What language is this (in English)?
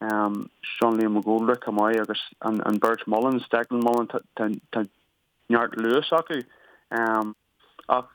Irish